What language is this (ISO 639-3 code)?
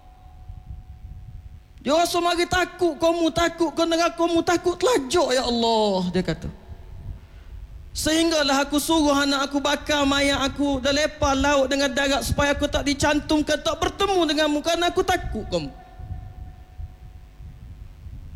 msa